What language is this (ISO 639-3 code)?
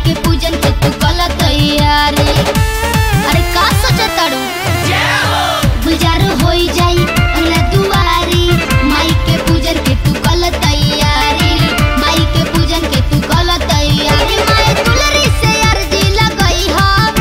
bho